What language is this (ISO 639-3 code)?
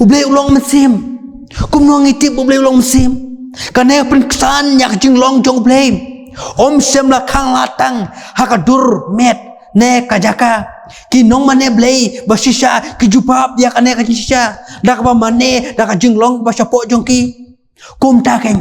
kha